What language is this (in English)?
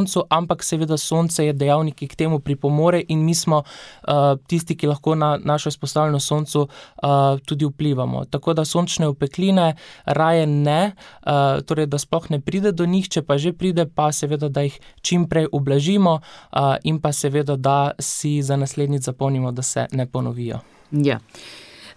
Slovenian